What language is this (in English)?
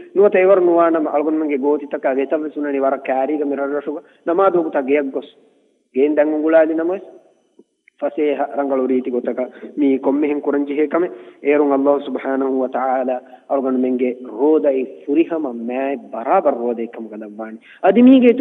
Divehi